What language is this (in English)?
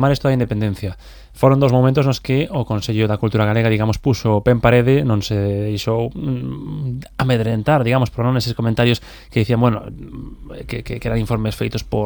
Galician